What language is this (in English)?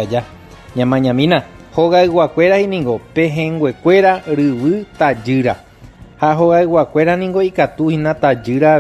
Guarani